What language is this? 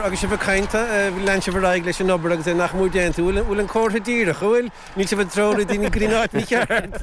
Irish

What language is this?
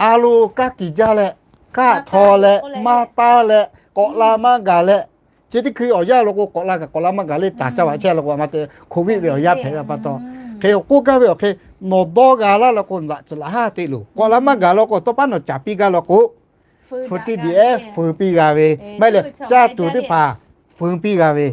Lahu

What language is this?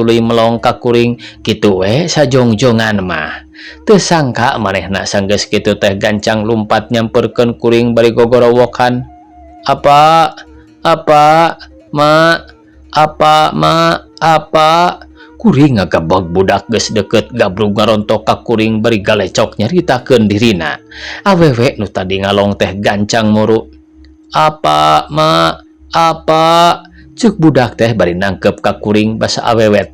Sundanese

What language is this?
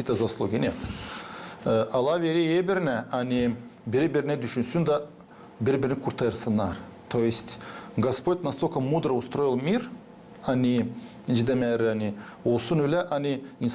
Gagauz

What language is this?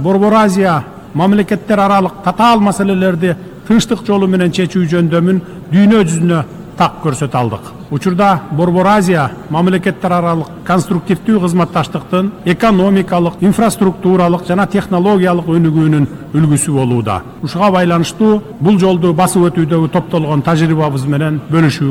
Kyrgyz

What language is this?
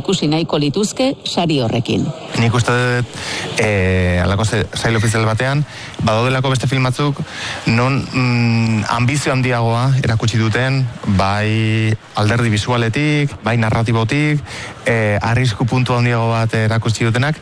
Basque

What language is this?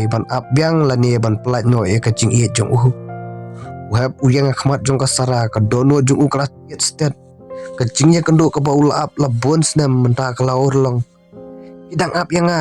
Khasi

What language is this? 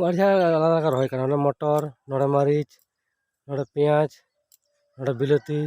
Santali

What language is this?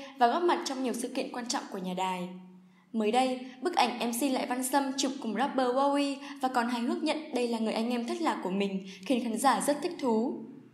Vietnamese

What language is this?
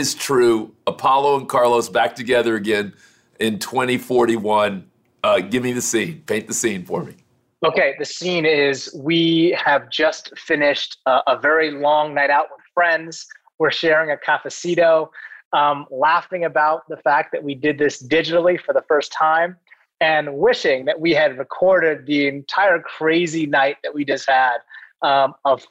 English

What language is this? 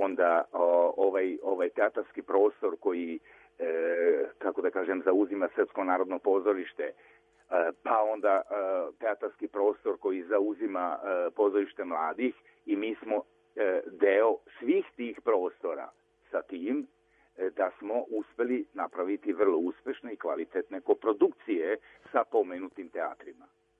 Serbian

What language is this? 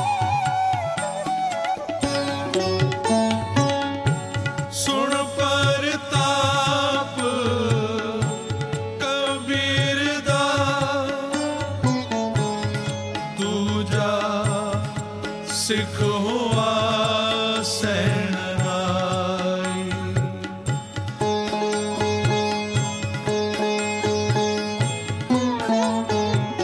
Punjabi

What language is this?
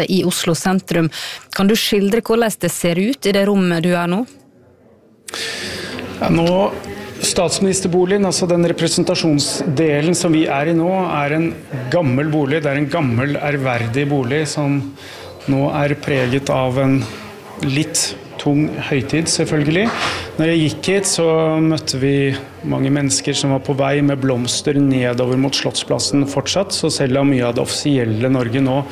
Norwegian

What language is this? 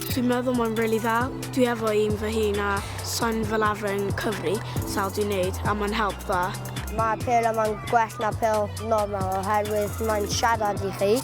Welsh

